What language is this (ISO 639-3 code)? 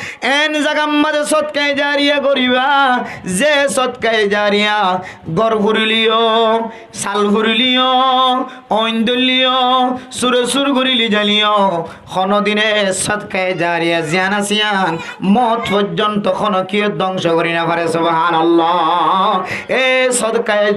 rhg